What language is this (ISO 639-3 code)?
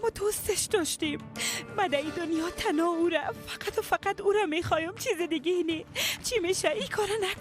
fas